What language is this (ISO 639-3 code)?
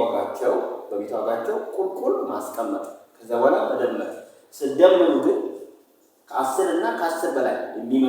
amh